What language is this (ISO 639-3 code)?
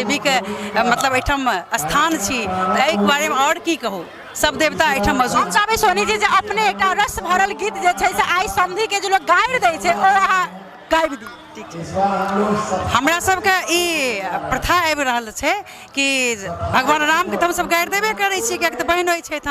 mai